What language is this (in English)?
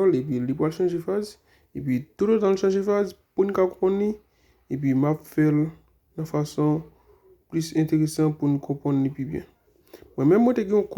Haitian Creole